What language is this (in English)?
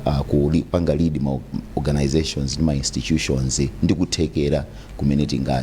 Nyanja